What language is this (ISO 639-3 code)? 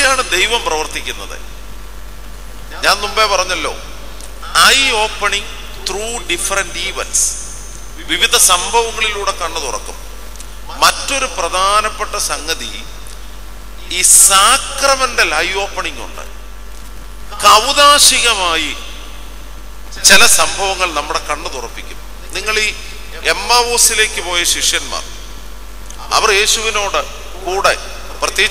mal